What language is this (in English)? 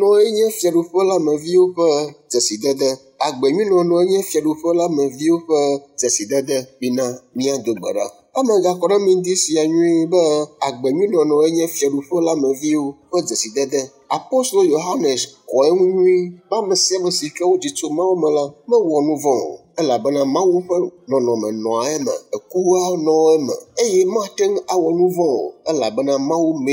Ewe